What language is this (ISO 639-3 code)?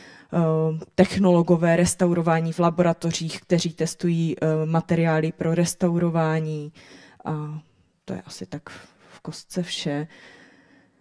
ces